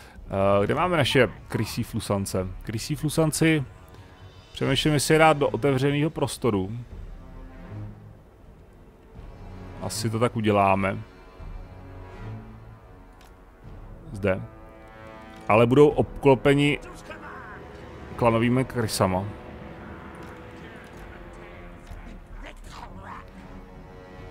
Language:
Czech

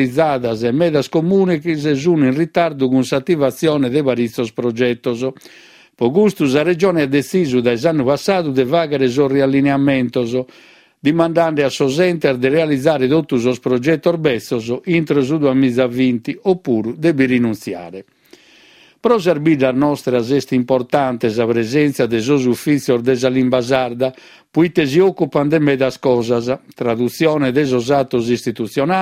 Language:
Sardinian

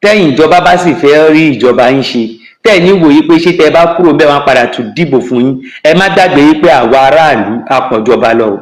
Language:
Yoruba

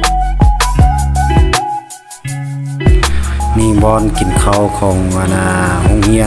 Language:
Lao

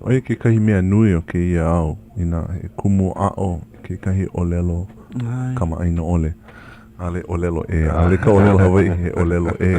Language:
Hawaiian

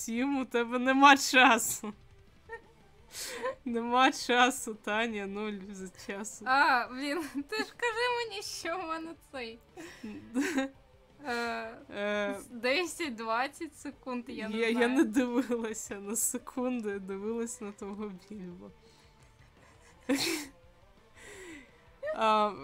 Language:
Ukrainian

